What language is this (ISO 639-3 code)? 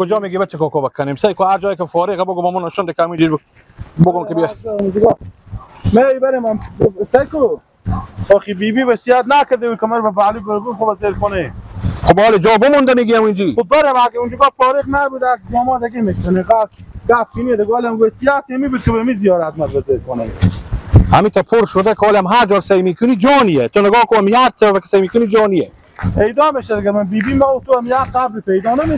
fas